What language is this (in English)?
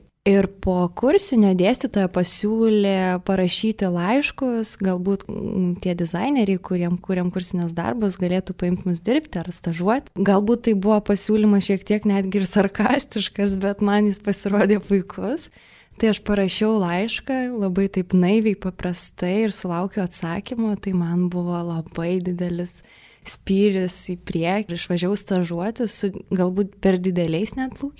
Lithuanian